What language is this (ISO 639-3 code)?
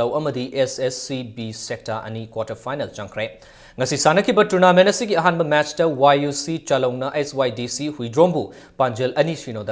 mni